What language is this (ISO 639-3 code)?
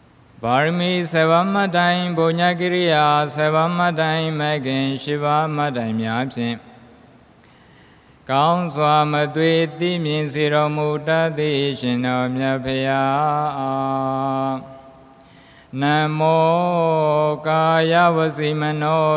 mya